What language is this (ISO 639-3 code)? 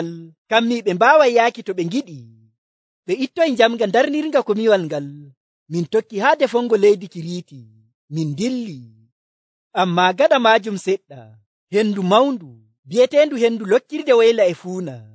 fuv